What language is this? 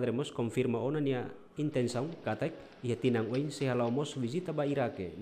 Tetum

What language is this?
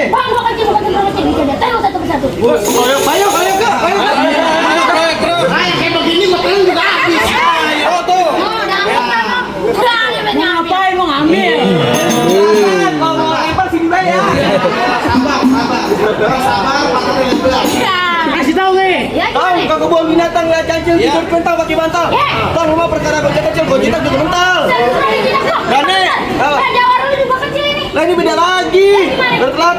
Betawi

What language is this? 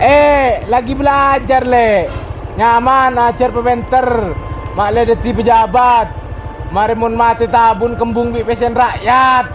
Madurese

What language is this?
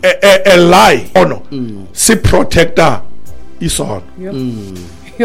Xhosa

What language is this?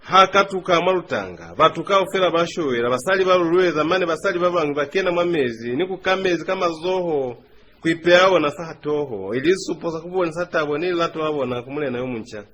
Lozi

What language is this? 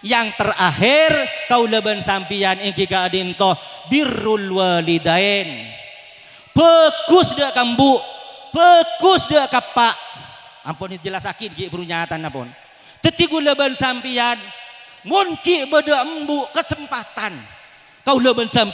Madurese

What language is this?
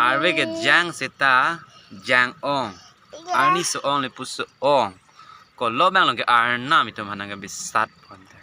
Karbi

